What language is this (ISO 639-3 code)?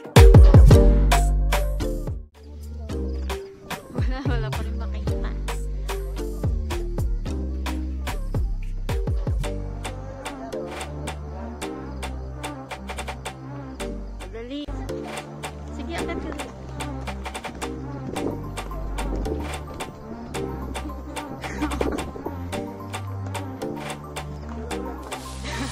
fil